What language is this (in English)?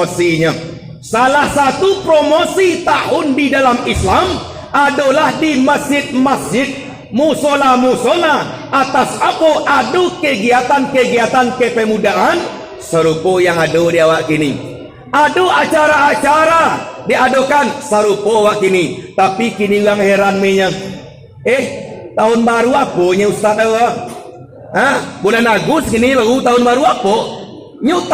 Minangkabau